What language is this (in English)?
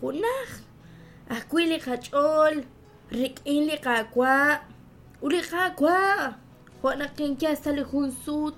Kekchí